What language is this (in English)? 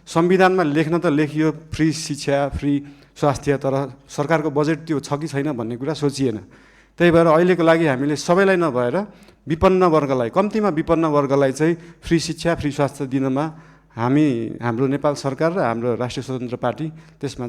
Nepali